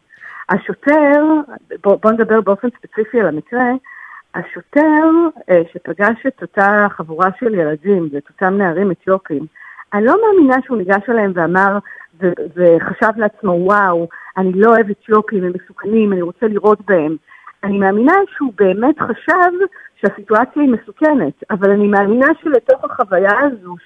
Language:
Hebrew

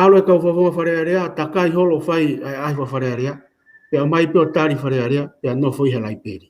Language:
Tongan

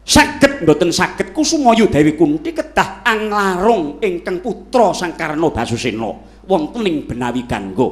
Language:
Javanese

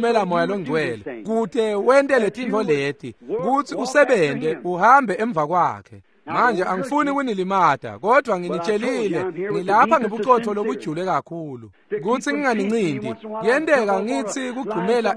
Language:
Swati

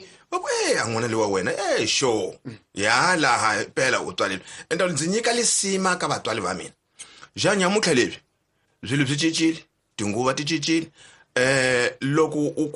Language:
Tsonga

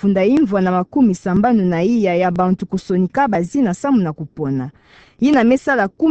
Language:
Kituba (Democratic Republic of Congo)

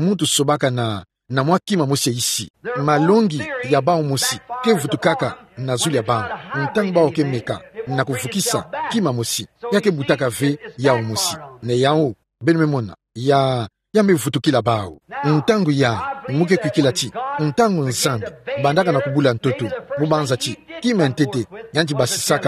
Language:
Kituba (Democratic Republic of Congo)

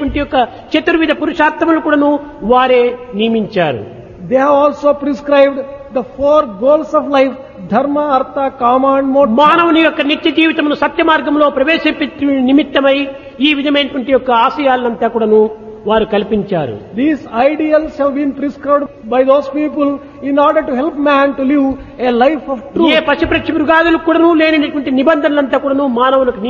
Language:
Telugu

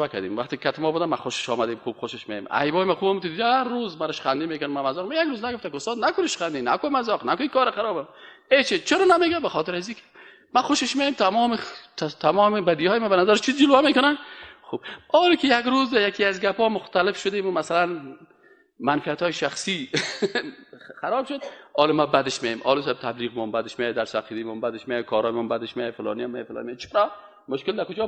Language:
Persian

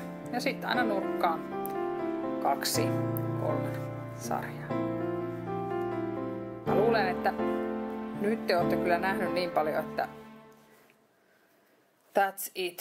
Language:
Finnish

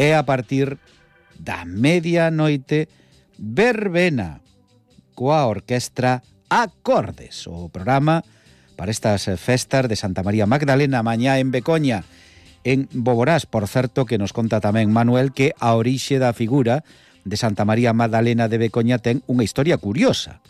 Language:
Galician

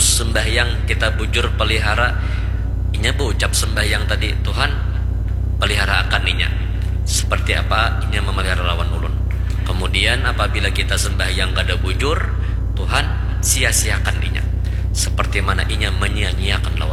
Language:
Banjar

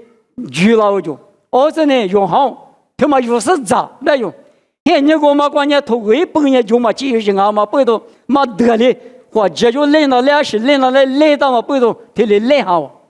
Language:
Lisu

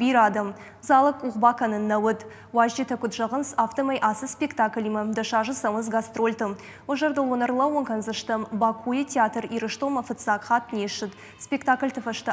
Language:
Ossetic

